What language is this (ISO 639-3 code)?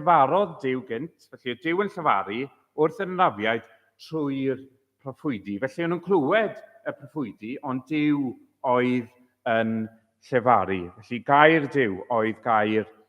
cym